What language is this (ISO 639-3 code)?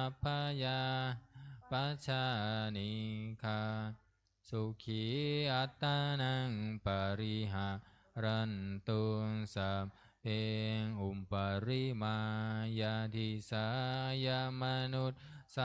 pli